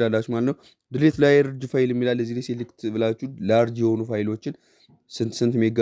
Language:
Amharic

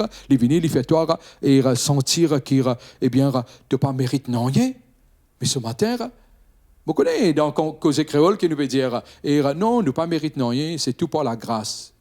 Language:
Morisyen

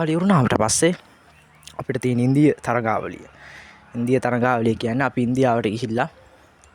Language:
Sinhala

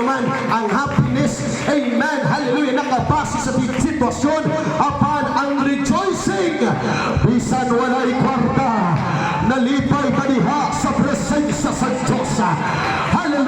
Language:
Cebuano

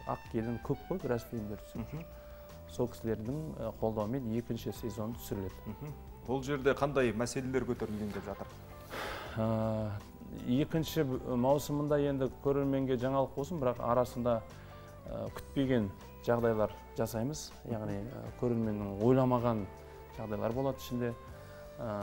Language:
Kazakh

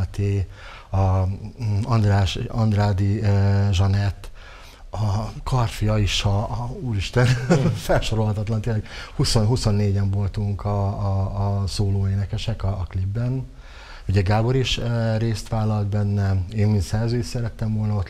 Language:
Hungarian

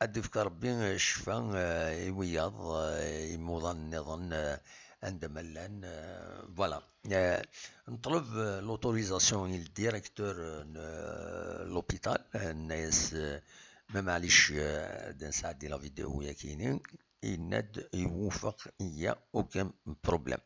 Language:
Kabyle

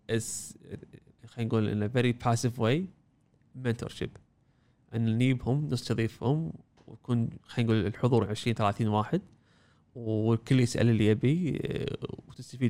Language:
Gulf Arabic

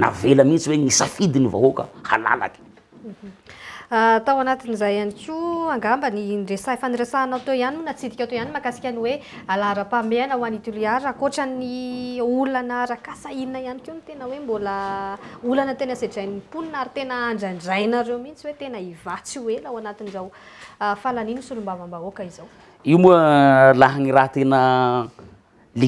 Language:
Malagasy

